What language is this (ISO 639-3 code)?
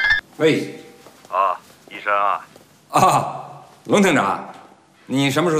zho